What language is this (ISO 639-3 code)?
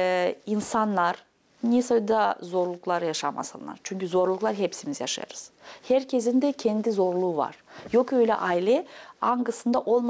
gag